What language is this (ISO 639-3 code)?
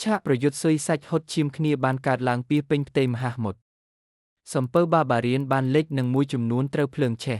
khm